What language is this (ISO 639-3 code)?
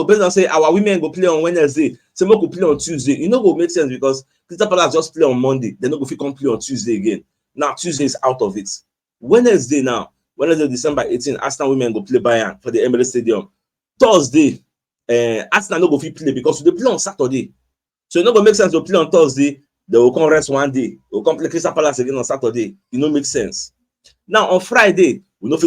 pcm